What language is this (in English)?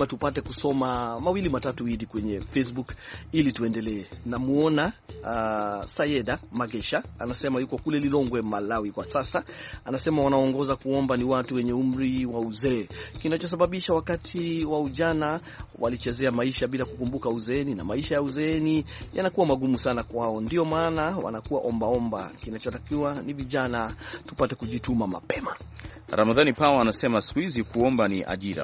Swahili